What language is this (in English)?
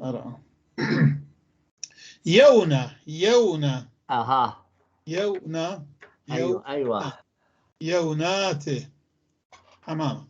North Levantine Arabic